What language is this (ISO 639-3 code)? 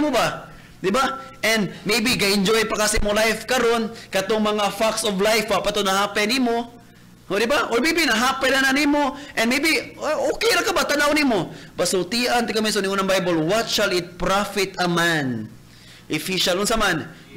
ceb